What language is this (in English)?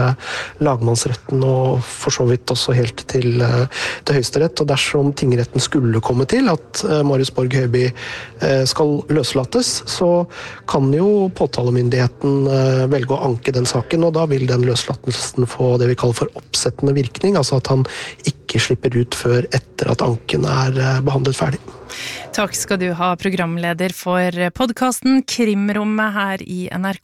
Norwegian